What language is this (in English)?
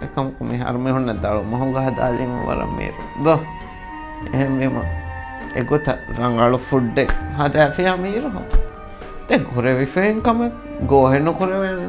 Divehi